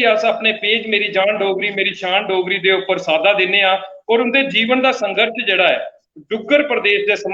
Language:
Dogri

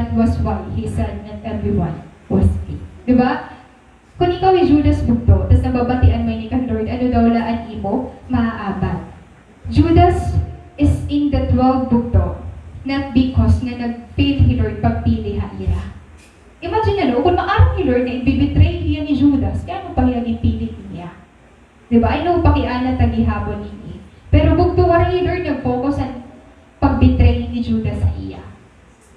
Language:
Waray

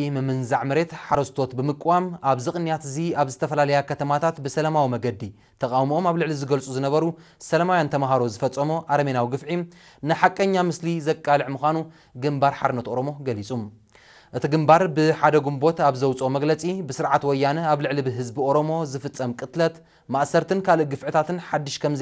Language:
Tigrinya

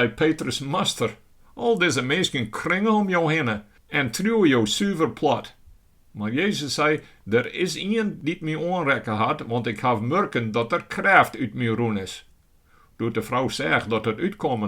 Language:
Western Frisian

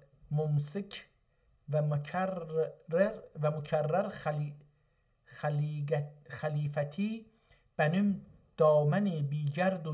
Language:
South Azerbaijani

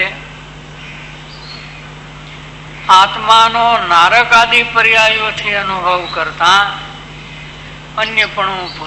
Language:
Gujarati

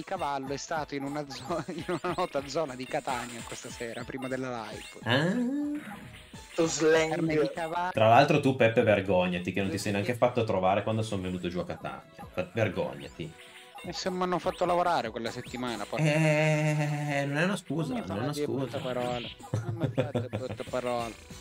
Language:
Italian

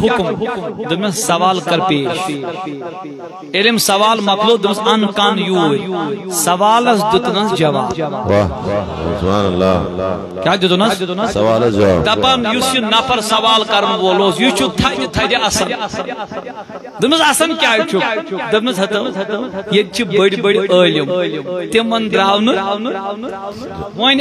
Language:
Kashmiri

